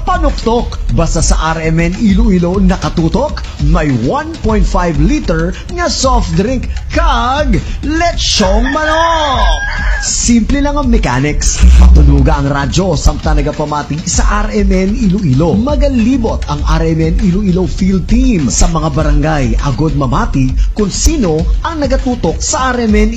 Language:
Hiligaynon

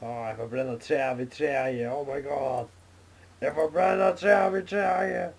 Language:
Faroese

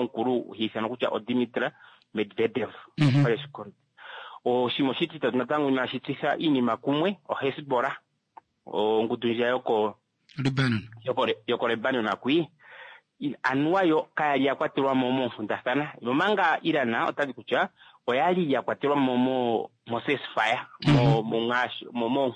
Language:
Kuanyama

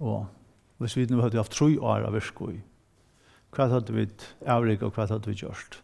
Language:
Faroese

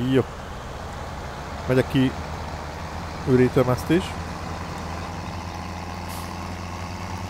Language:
Hungarian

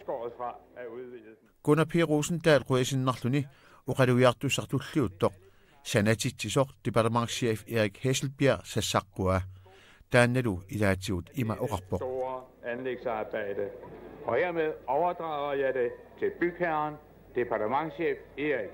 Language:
Kalaallisut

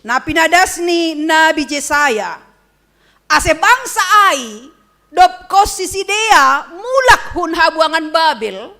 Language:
Batak Simalungun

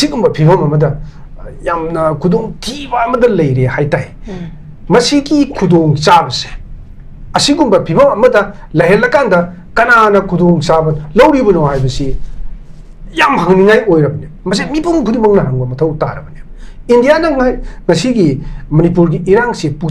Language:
Manipuri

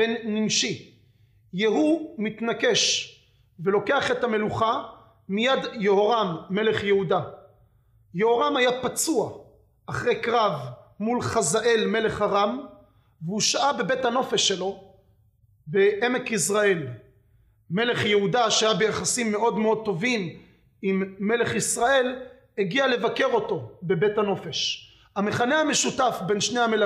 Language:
Hebrew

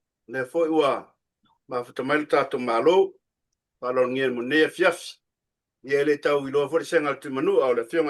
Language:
Samoan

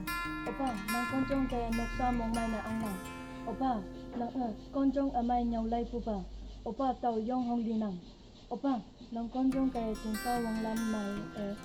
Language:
Konyak Naga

